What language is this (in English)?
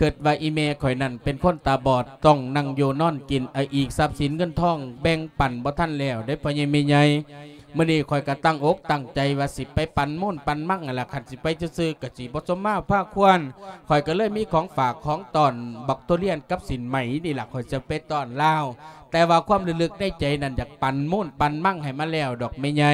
Lao